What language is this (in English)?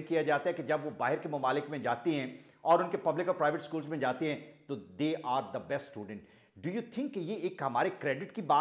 Urdu